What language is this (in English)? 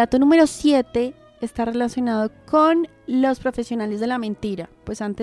Spanish